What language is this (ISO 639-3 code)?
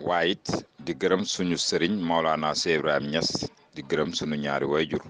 wol